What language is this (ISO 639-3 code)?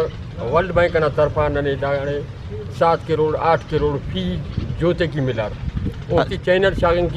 brh